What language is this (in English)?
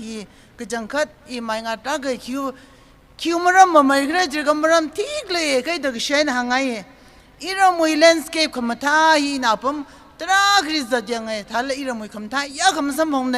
Tangkhul Naga (India)